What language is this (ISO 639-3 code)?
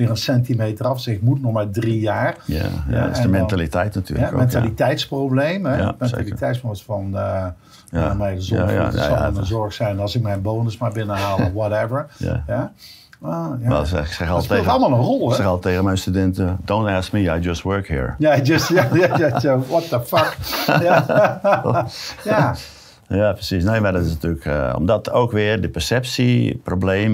nld